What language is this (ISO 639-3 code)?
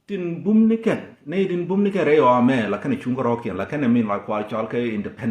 nus